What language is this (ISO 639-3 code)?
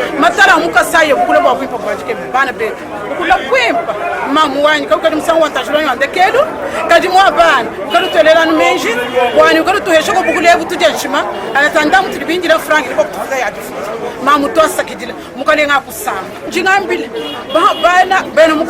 lua